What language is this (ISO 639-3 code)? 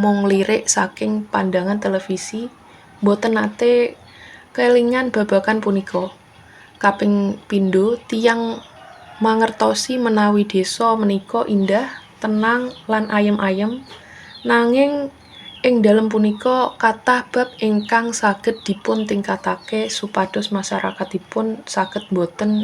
jav